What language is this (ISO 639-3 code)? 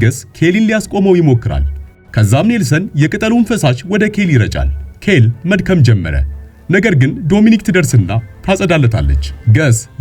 amh